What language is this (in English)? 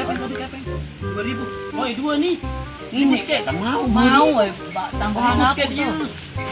Sasak